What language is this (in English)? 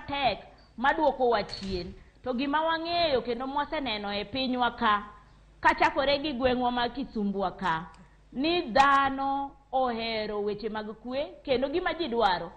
Luo (Kenya and Tanzania)